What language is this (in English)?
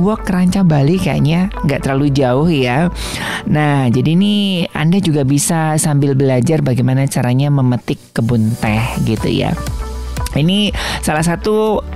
Indonesian